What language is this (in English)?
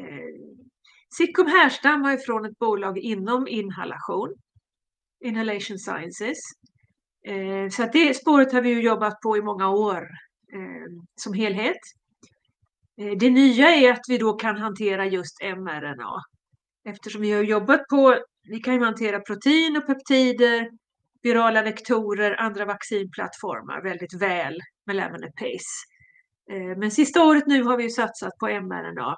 Swedish